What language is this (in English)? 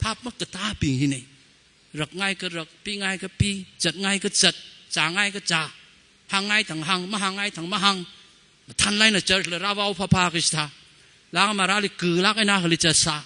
Tangkhul Naga (India)